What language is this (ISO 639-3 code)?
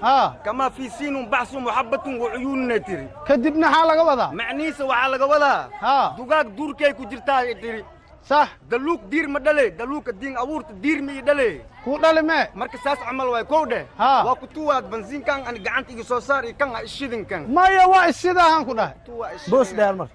som